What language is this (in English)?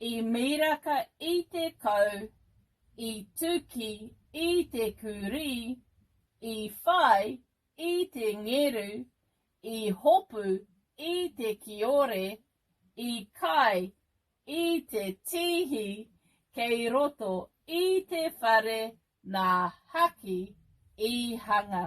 Māori